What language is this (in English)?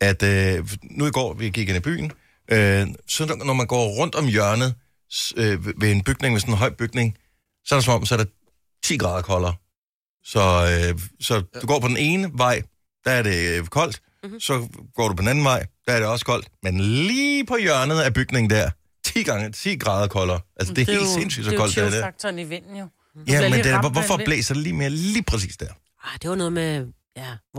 Danish